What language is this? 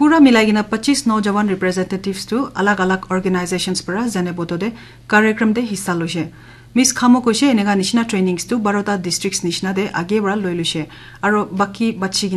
Naga Pidgin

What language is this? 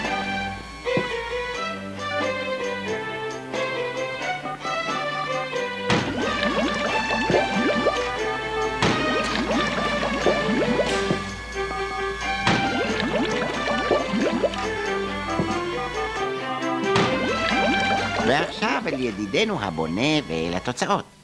Hebrew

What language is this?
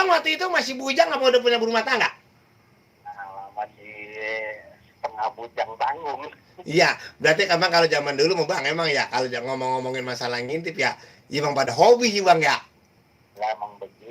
Betawi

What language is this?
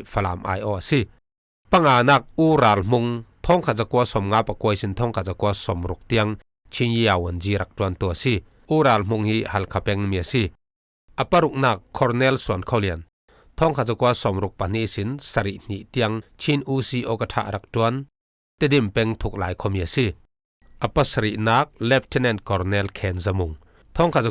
Falam Chin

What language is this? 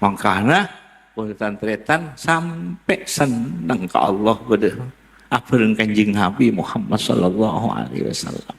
Madurese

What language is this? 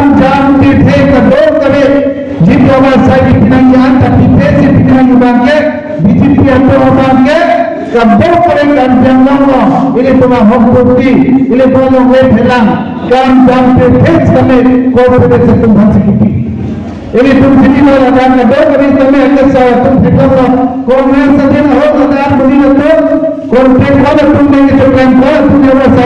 Karbi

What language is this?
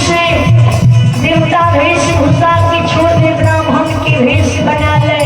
Maithili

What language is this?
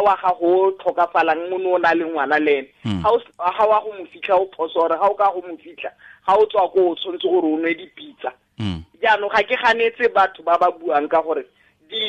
Tswana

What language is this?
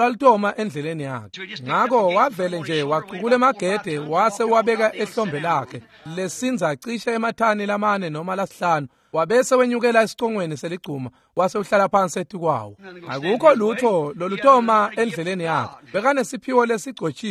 Swati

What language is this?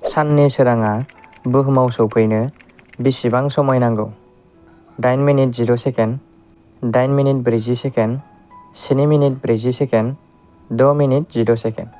Bodo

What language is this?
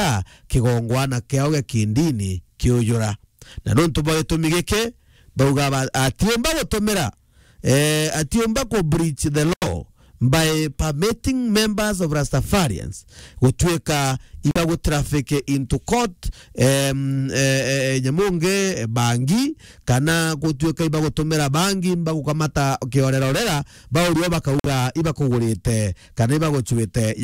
Meru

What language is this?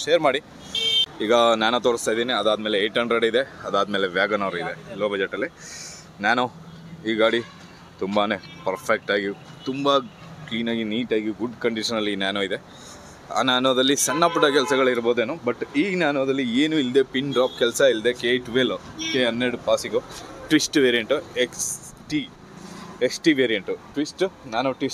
Kannada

